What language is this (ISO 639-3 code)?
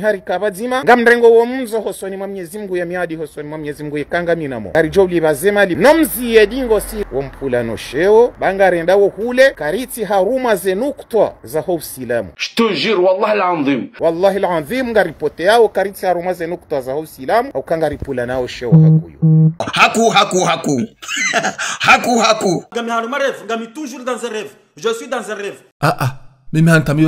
zdj